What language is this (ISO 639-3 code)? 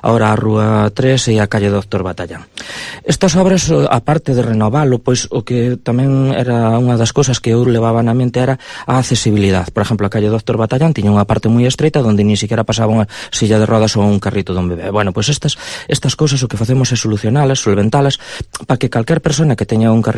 glg